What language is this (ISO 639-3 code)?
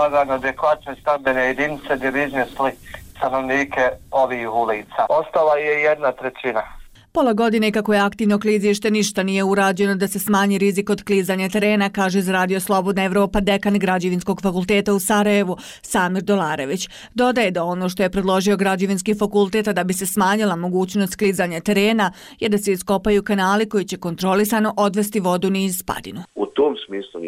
bos